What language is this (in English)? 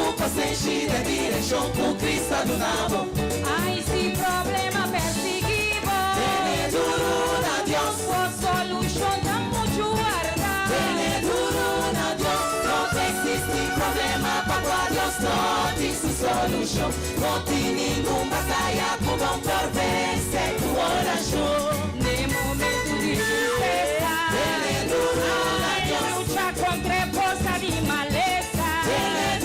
Papiamento